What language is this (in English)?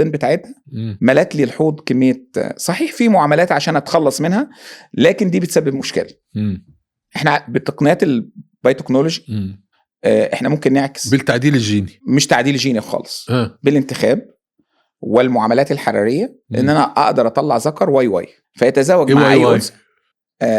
Egyptian Arabic